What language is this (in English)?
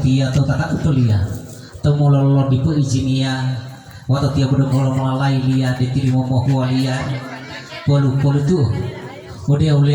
Gorontalo